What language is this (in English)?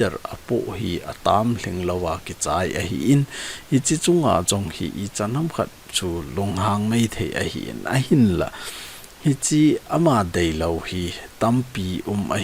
Thado Chin